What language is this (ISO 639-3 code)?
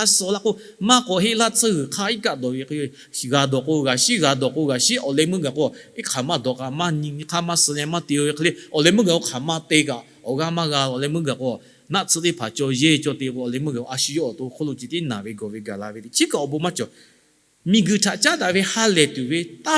lhu